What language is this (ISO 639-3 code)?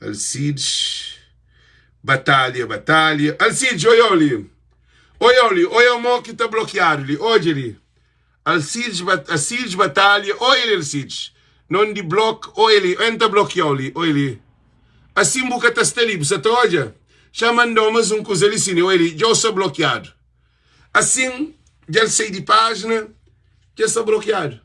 kea